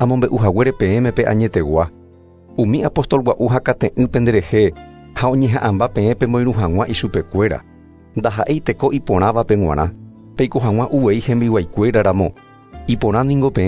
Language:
Guarani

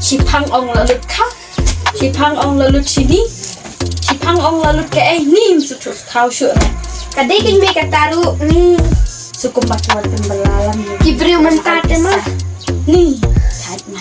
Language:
Khasi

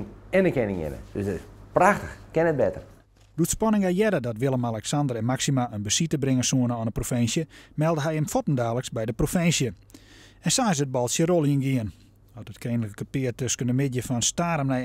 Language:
Western Frisian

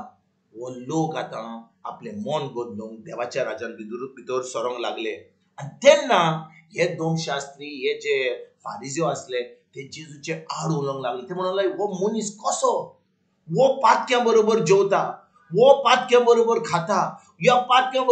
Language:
Konkani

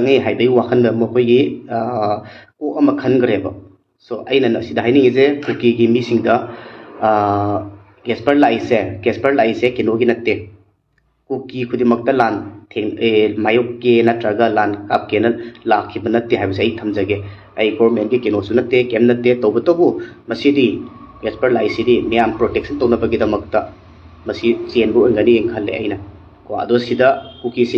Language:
Manipuri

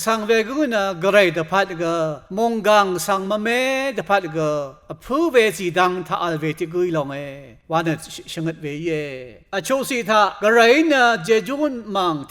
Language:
Rawang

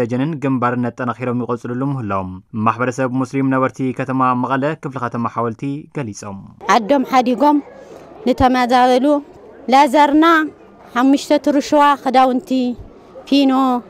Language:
Tigrinya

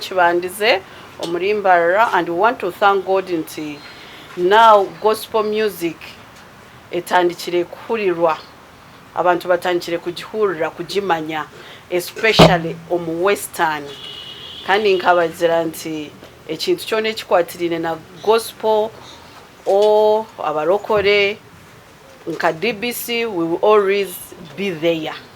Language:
Nyankole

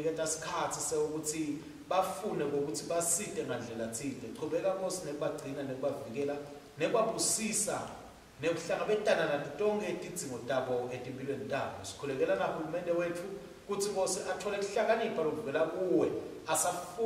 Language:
Swati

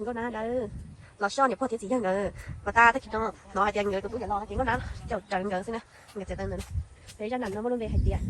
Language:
Hmong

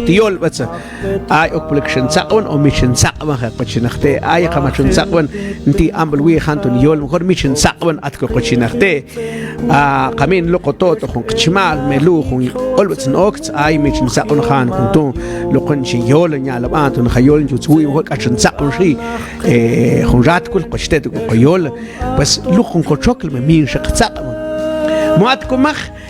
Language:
Mam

